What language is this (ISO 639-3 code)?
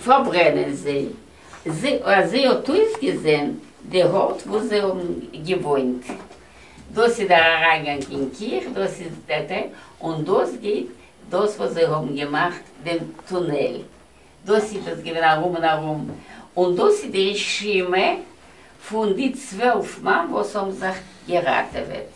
yid